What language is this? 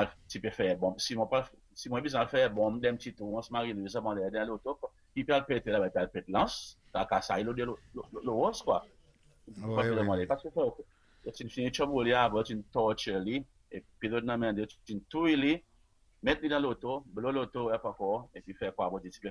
Seselwa Creole French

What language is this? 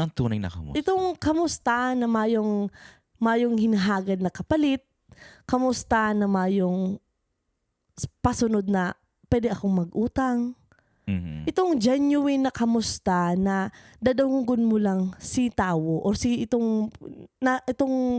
Bikol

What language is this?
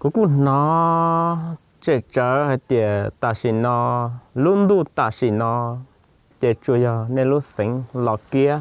Hmong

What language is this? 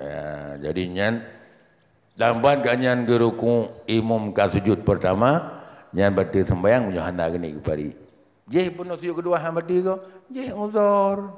Achinese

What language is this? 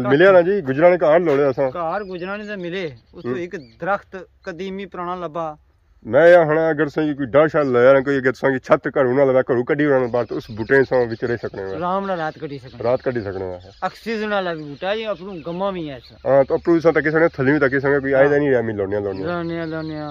Pahari-Potwari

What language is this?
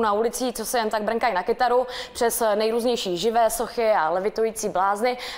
Czech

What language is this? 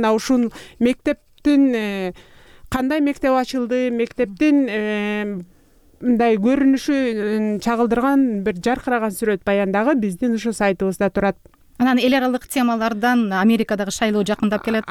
Kyrgyz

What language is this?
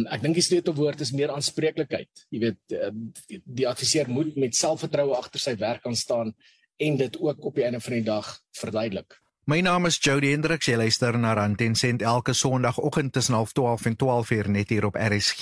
Afrikaans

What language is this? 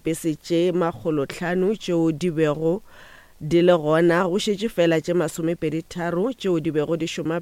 Northern Sotho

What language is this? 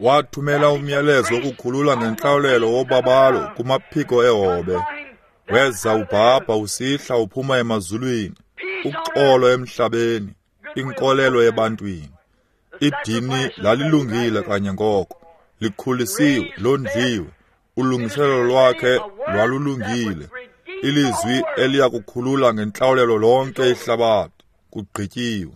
Xhosa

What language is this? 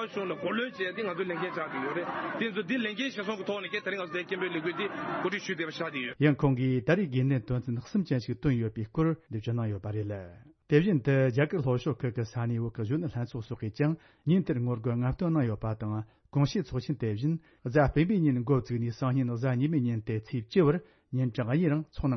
Tibetan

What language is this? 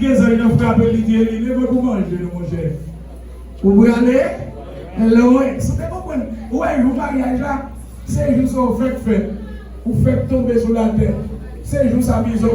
Haitian Creole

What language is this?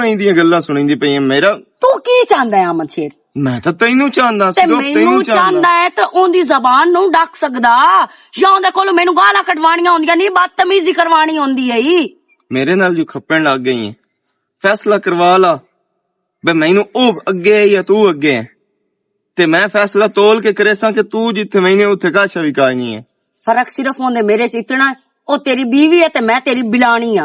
Western Panjabi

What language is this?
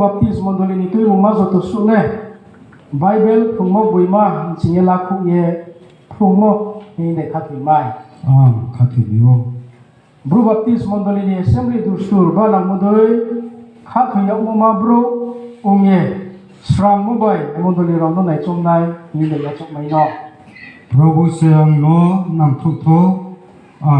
Riang (India)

